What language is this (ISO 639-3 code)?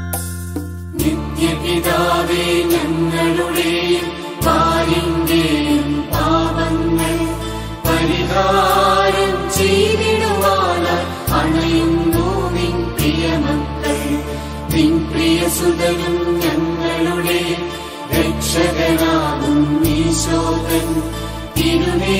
mal